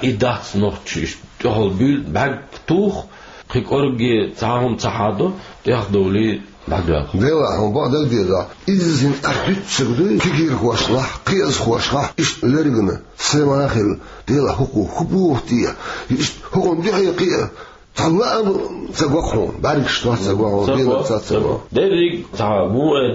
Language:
Chechen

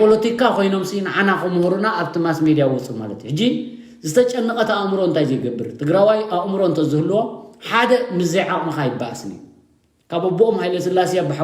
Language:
Tigrinya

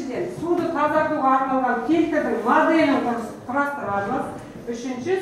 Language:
Kazakh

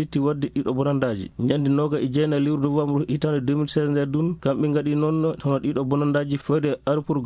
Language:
Fula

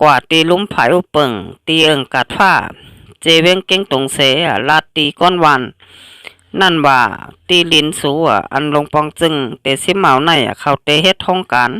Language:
Shan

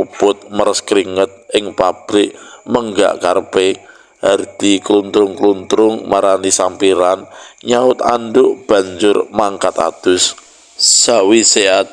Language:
Javanese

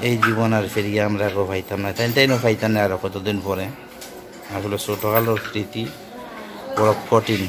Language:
Sylheti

